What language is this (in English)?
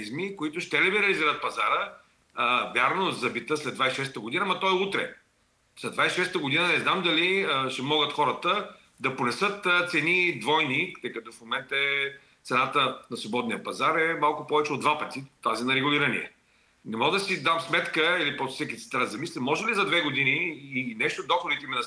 Bulgarian